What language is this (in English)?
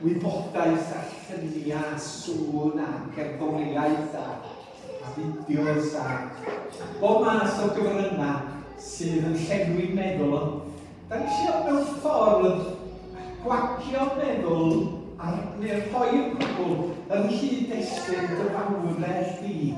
Welsh